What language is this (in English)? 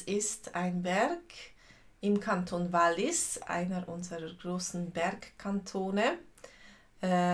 Swiss German